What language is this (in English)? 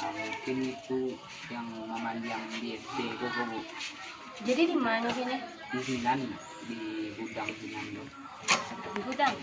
Minangkabau